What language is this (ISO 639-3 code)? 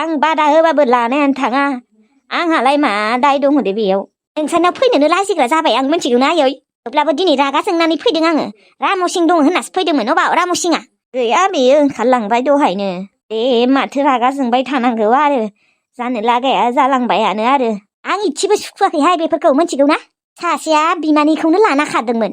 brx